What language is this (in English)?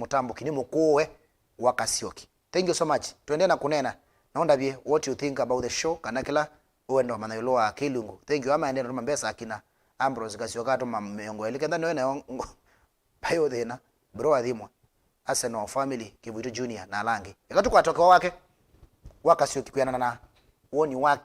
Kamba